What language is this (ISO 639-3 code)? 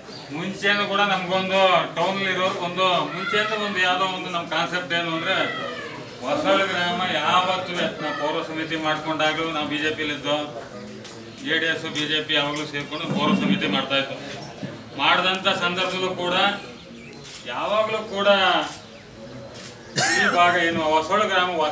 kan